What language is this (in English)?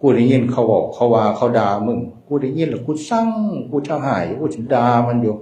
Northeastern Thai